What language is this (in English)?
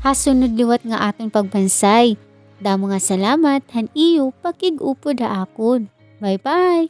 Waray